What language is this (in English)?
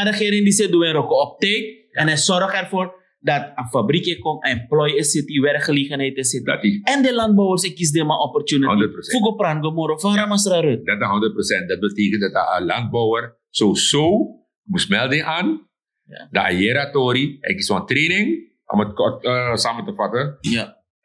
Sranan Tongo